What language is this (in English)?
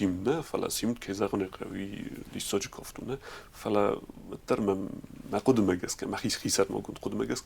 Ossetic